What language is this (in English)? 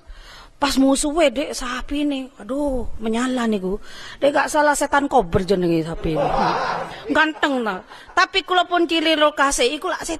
Javanese